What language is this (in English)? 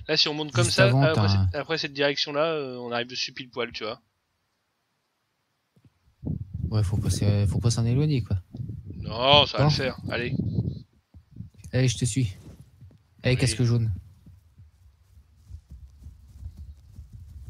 French